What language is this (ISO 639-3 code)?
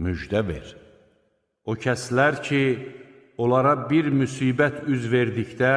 aze